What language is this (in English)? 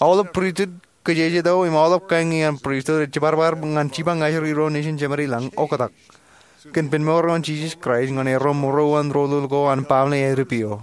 Marshallese